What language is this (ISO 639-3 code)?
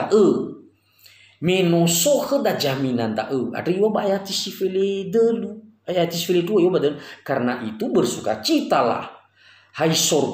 nia